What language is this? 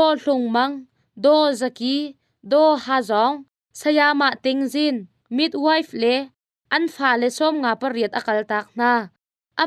Hakha Chin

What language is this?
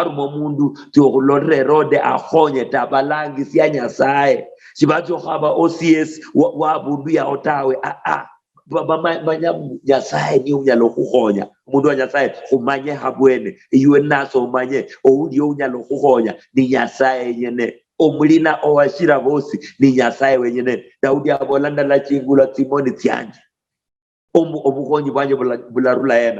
Luyia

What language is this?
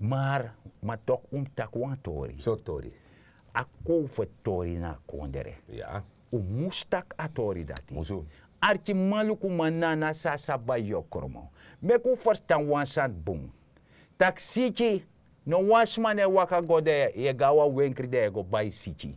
Sranan Tongo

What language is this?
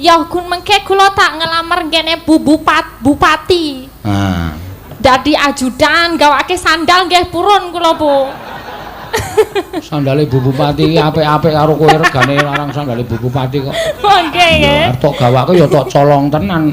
Javanese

